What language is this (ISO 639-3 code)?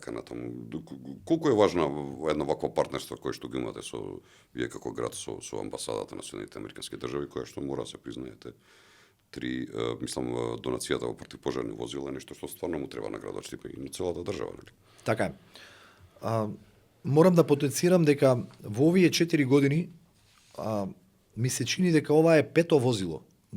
mkd